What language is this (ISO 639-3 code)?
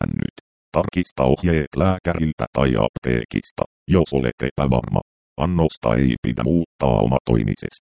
fin